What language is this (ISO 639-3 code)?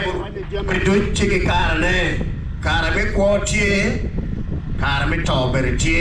ach